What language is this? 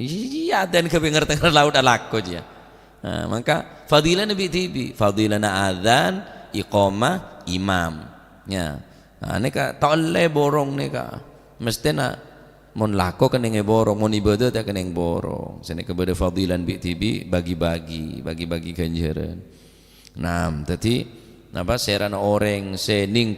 Madurese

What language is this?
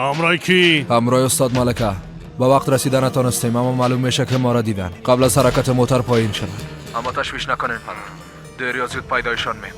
Persian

